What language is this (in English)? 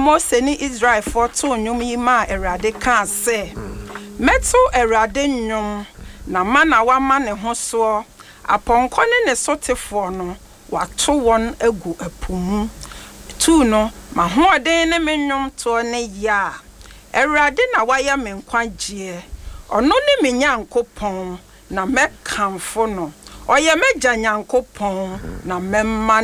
Akan